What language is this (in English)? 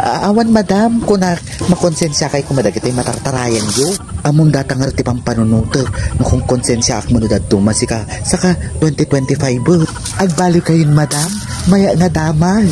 Iloko